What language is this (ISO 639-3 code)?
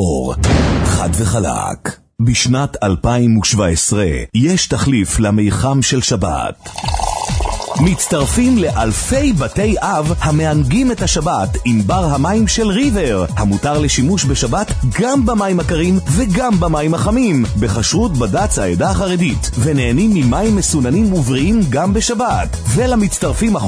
heb